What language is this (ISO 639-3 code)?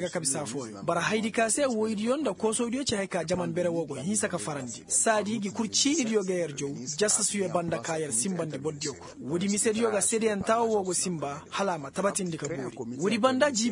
ses